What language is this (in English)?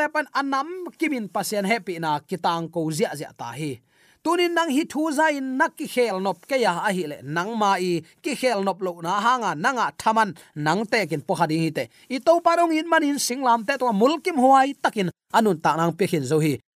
Tedim Chin